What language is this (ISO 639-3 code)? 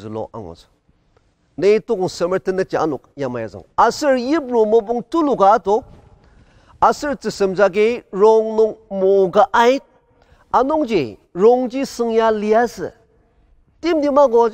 njo